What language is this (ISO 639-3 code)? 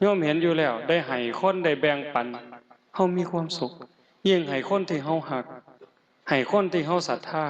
tts